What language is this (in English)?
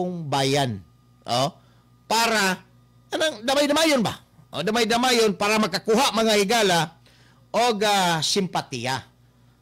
Cebuano